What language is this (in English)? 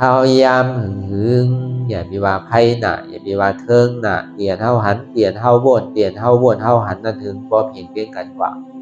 Shan